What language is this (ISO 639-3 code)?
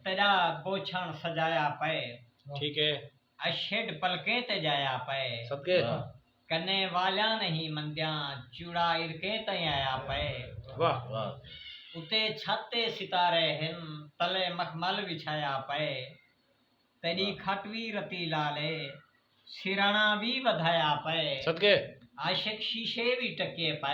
skr